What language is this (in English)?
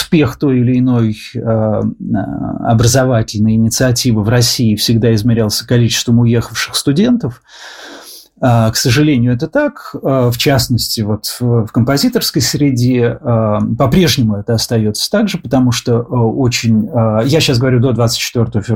Russian